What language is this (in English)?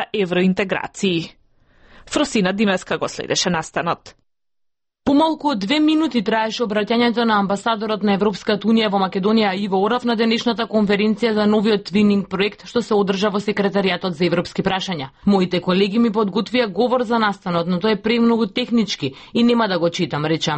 Macedonian